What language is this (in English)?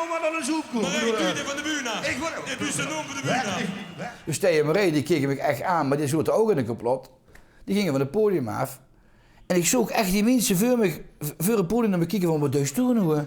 Limburgish